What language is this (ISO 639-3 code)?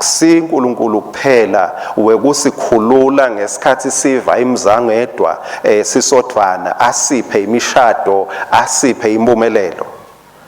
ssw